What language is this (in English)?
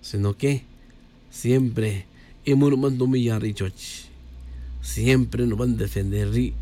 Tz'utujil